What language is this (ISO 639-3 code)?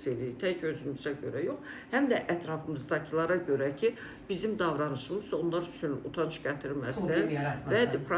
aze